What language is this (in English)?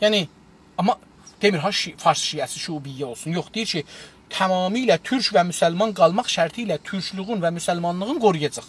South Azerbaijani